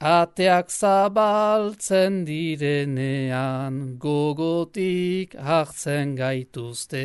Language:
Basque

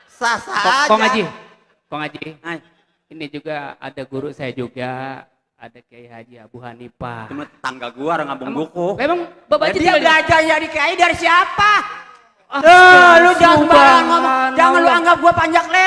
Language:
Betawi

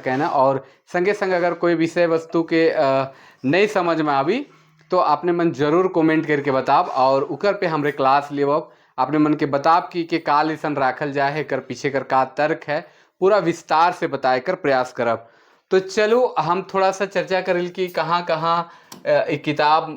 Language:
Sadri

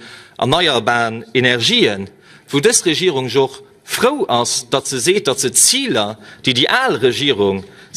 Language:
Luxembourgish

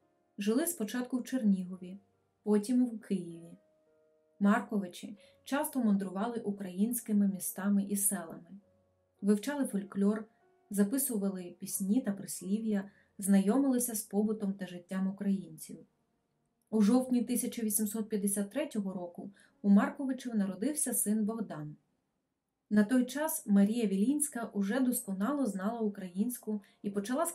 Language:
Ukrainian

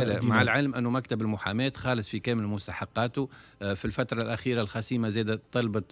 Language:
Tunisian Arabic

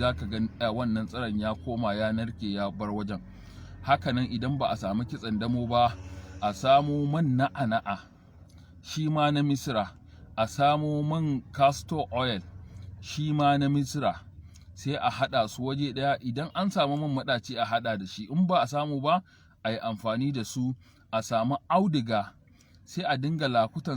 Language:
Hausa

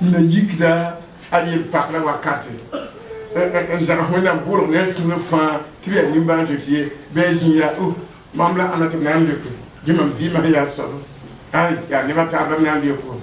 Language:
Mossi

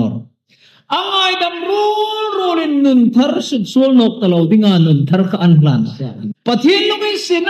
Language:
Hmar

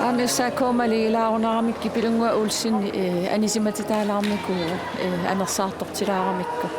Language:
Kalaallisut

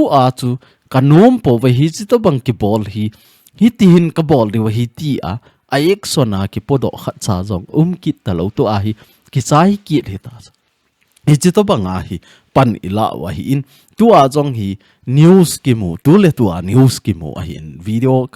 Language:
Thado Chin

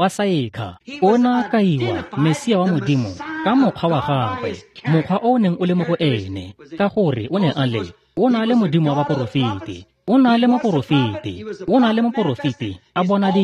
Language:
Tswana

